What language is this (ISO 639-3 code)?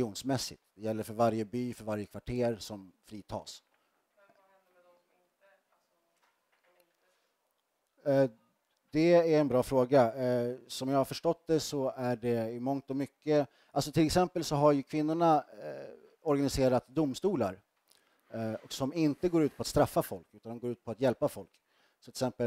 swe